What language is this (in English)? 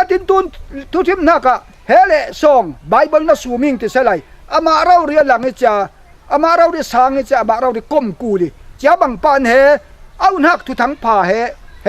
Falam Chin